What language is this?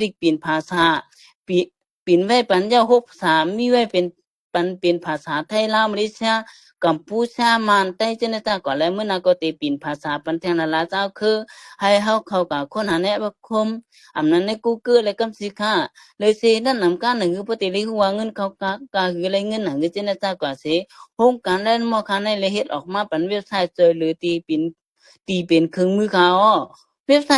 Shan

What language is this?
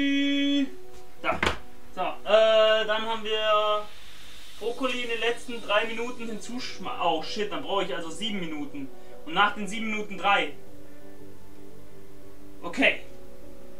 German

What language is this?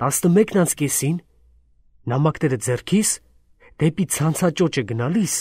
Armenian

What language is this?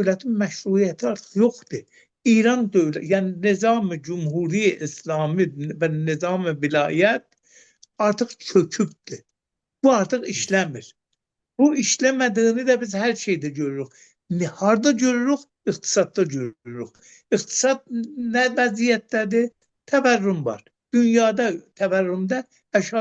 Azerbaijani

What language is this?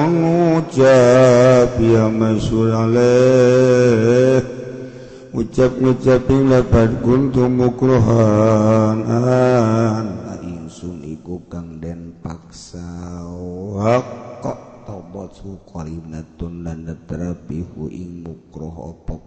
Sundanese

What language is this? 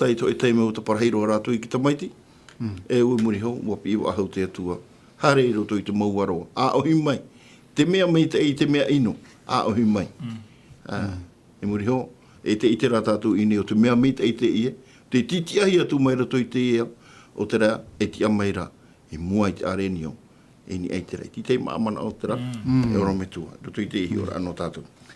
Tahitian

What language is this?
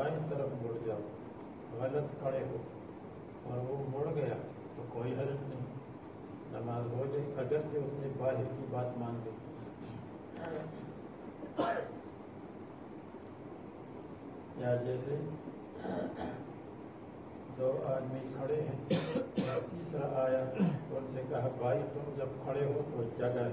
Urdu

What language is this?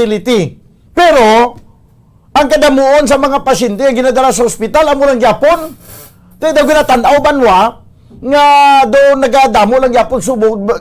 Hiligaynon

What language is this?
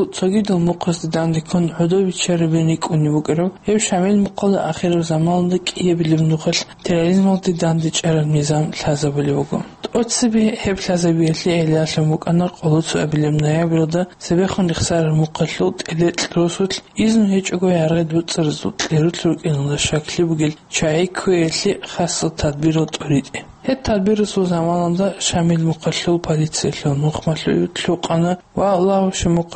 Avaric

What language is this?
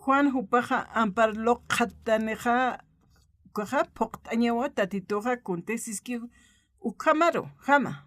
Aymara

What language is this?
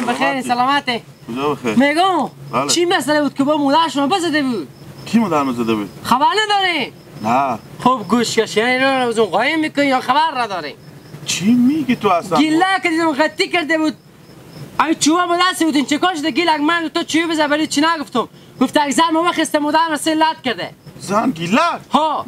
Hazaragi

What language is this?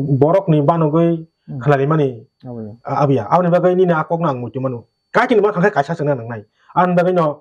Kok Borok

